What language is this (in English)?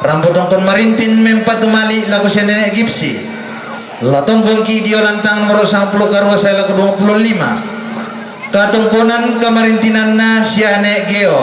Toraja-Sa'dan